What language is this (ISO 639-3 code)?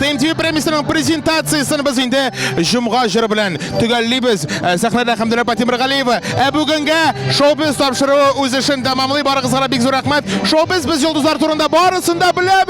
tat